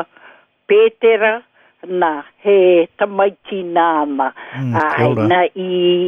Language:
Māori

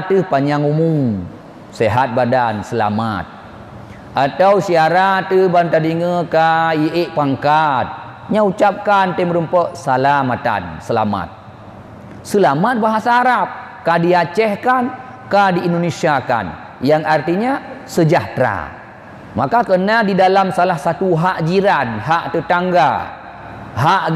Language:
Achinese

